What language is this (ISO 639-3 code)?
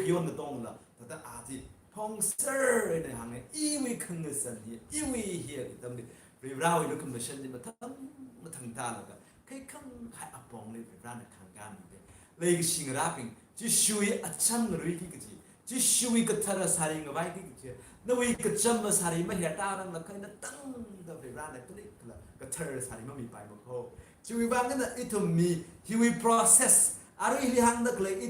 nmf